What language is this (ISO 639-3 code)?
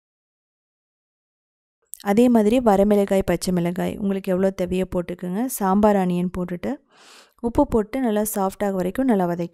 tam